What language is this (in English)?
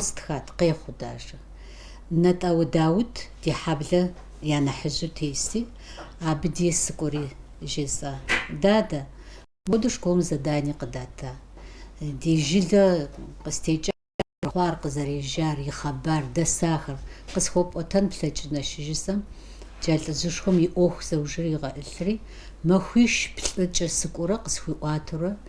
Kabardian